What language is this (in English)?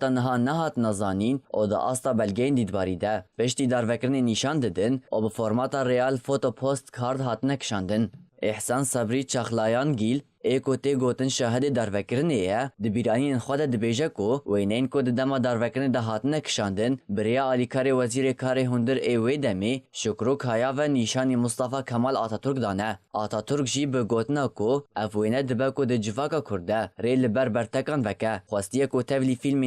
Kurdish